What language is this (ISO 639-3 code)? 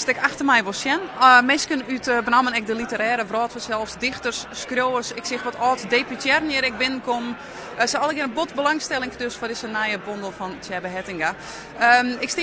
fry